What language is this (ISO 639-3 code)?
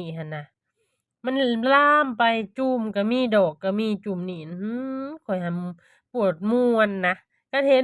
lao